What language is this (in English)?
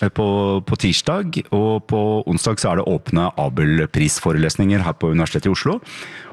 Norwegian